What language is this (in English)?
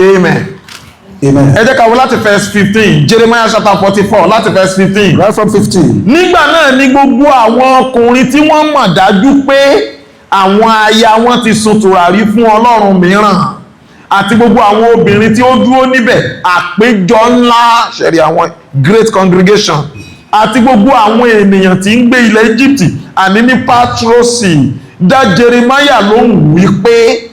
Yoruba